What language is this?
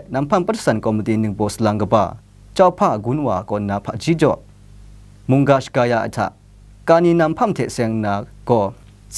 Kachin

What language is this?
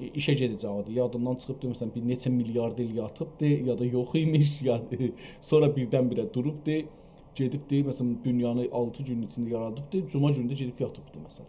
South Azerbaijani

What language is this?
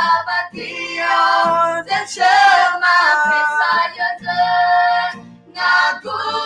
Akha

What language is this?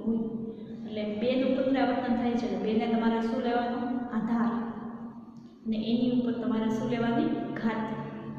Gujarati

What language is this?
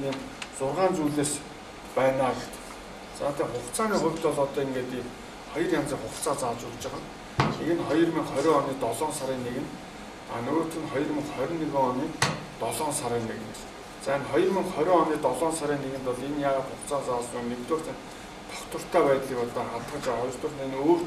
Mongolian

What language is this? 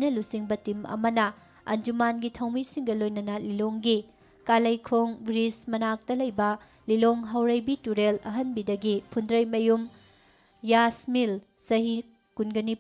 Manipuri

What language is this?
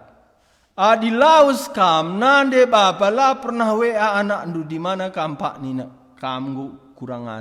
Batak Karo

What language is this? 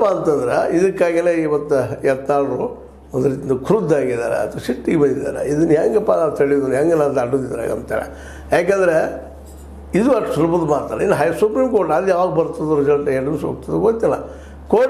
Kannada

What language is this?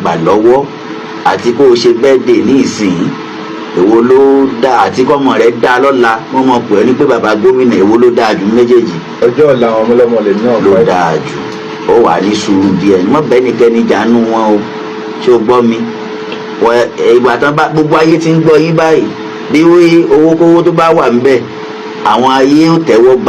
Yoruba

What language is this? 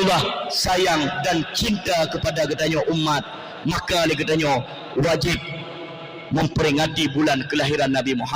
Achinese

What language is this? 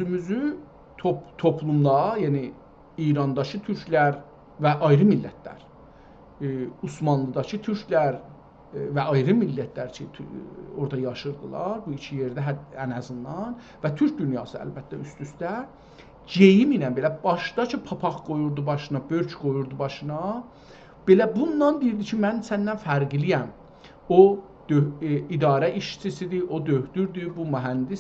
South Azerbaijani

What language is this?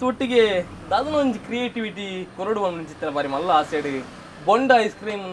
Tulu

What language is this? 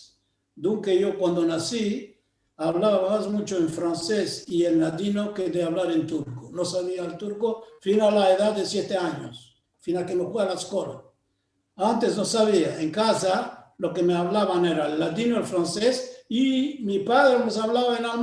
Ladino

